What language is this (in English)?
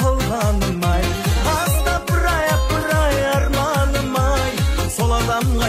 Kazakh